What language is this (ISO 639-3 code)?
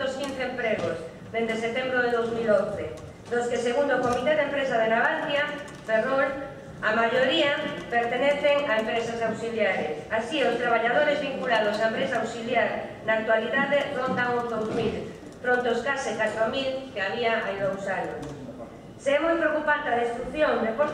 glg